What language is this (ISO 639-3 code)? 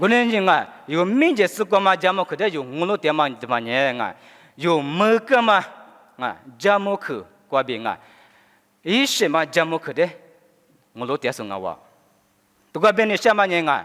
lis